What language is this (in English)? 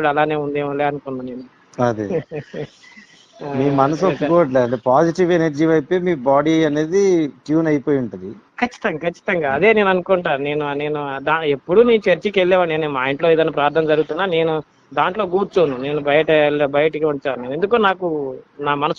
Telugu